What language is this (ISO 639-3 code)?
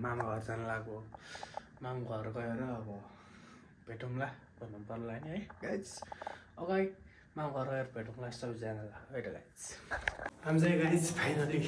nep